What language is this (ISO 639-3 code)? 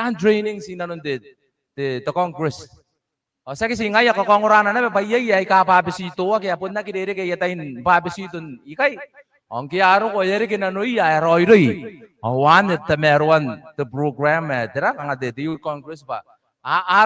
gil